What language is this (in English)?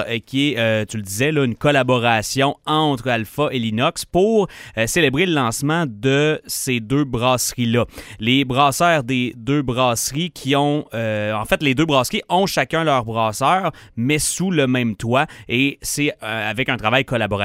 French